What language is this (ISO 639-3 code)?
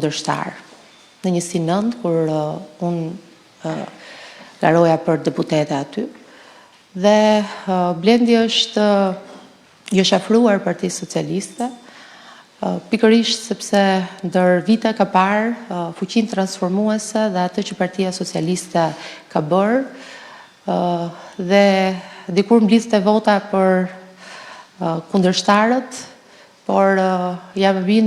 sqi